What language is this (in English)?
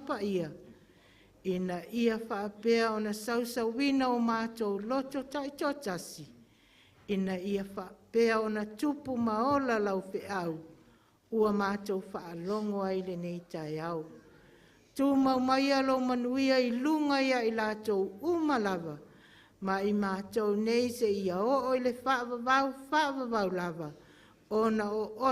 Samoan